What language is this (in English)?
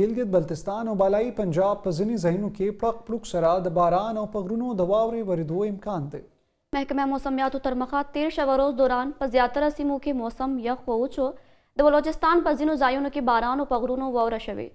Pashto